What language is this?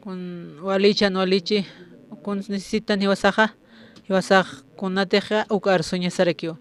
Aymara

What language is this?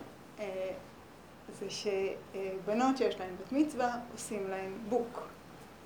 Hebrew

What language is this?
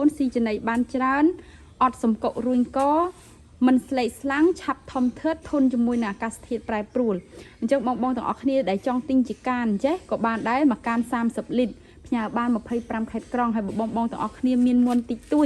Khmer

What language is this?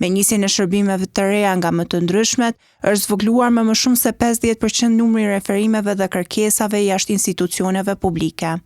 Albanian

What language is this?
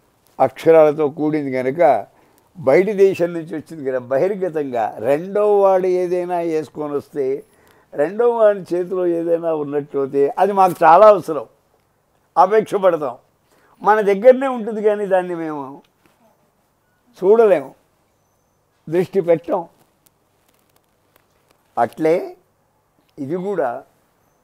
Telugu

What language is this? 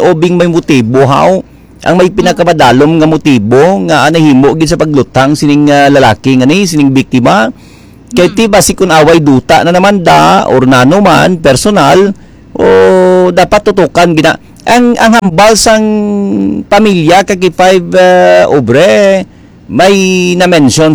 Hiligaynon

